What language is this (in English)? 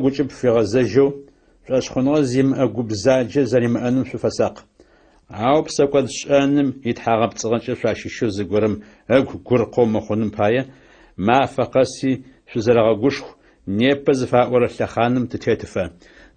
Adyghe